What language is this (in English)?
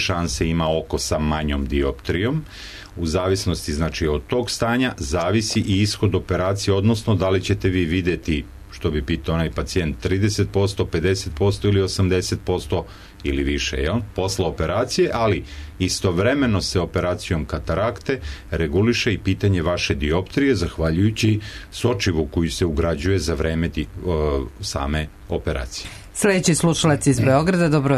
Serbian